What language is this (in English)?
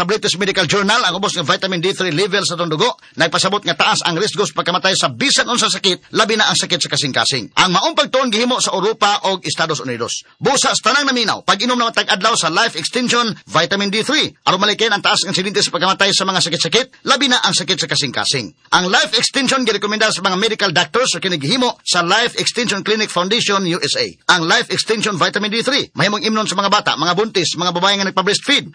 Cebuano